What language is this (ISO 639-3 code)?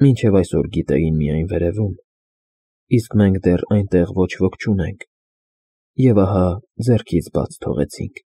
hye